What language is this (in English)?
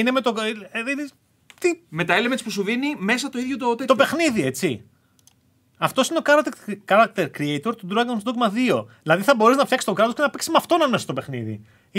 Greek